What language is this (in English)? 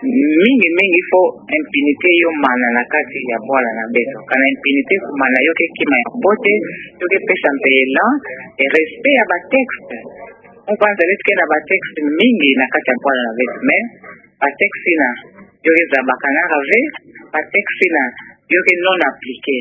Kituba (Democratic Republic of Congo)